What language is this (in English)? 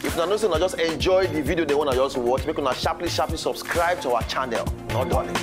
Nigerian Pidgin